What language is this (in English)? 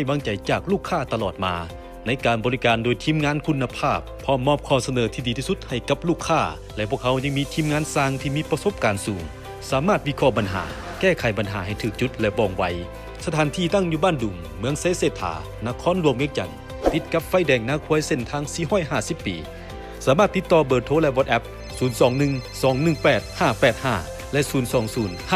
Lao